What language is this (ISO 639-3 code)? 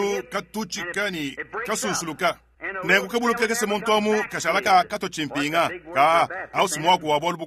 lua